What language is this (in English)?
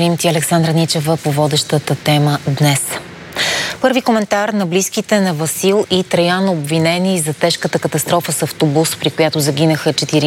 Bulgarian